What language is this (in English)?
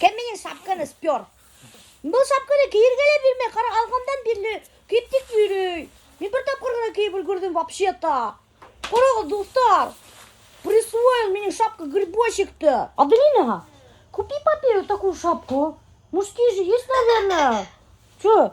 Bashkir